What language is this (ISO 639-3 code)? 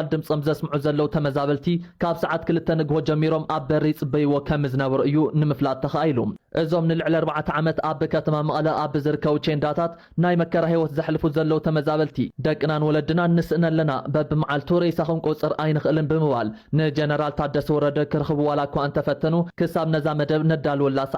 tir